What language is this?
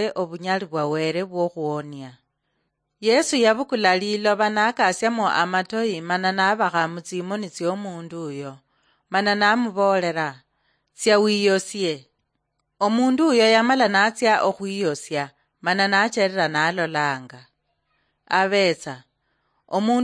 Luyia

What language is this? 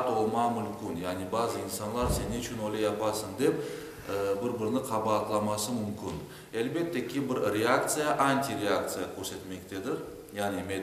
Crimean Tatar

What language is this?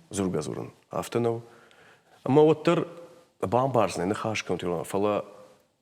Ossetic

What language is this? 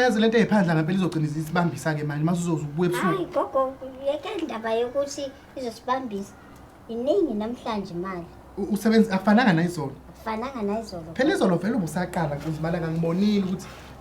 Zulu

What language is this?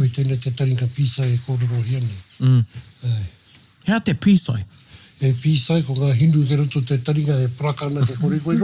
Māori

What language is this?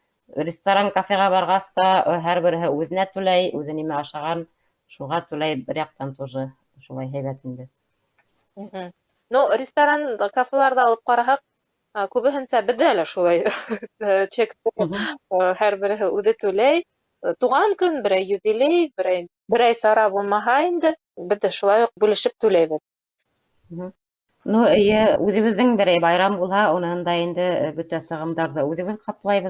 Bashkir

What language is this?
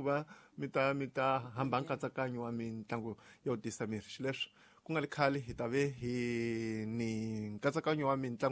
Tsonga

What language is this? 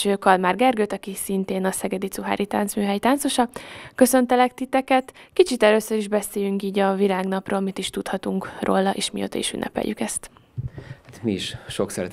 Hungarian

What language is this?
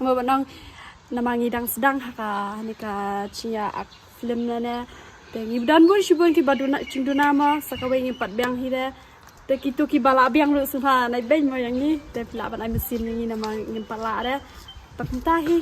Khasi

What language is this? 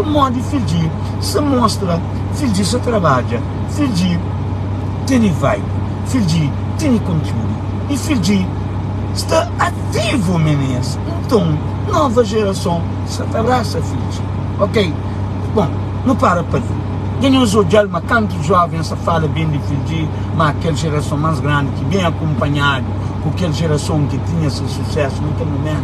Kabuverdianu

